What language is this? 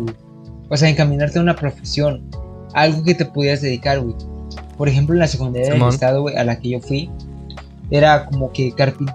Spanish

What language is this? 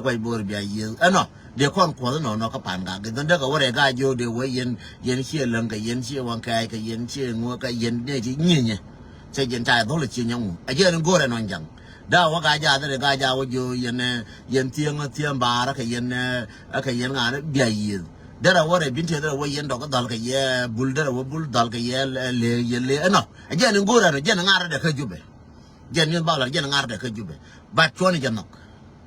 Nuer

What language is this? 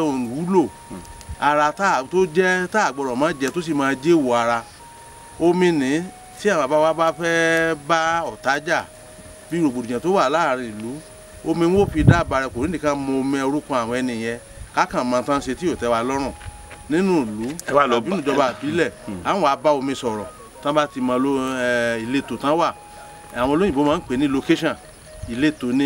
Yoruba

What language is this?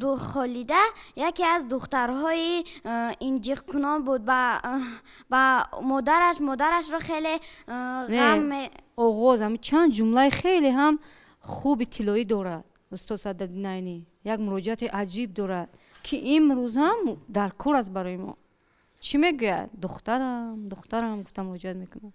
Tajik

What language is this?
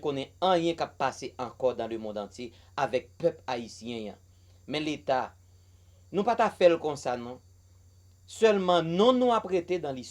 Haitian Creole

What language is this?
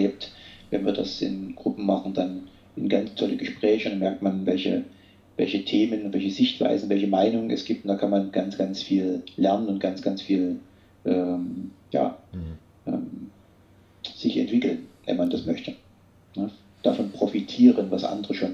German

